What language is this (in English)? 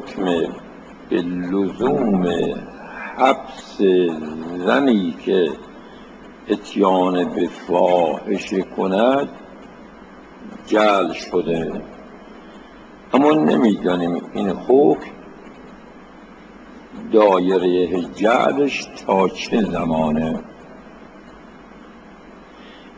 Persian